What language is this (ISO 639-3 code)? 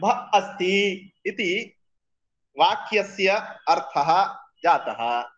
san